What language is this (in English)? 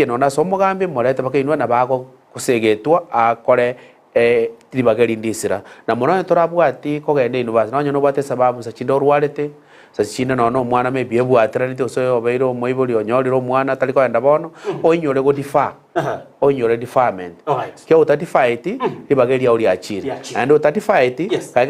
Gusii